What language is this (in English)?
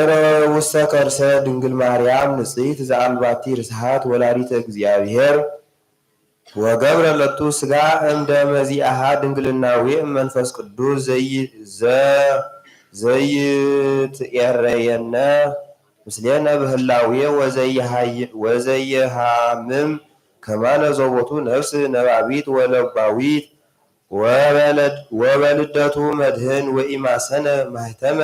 Geez